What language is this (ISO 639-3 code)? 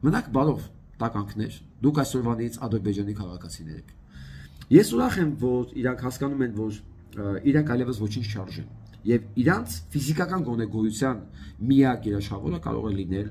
hye